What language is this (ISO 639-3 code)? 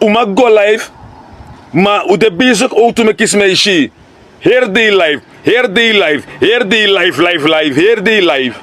srn